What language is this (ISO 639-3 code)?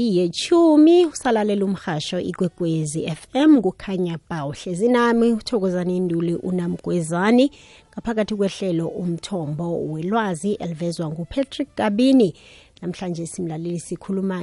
nbl